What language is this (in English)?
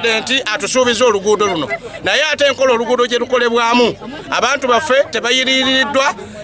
Ganda